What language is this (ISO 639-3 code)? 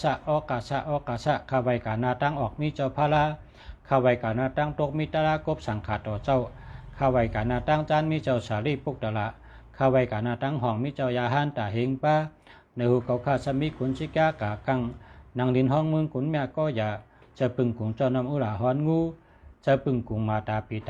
shn